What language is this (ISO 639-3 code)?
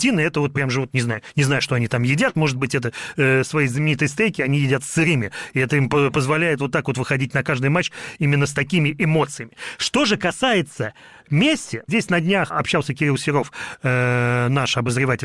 rus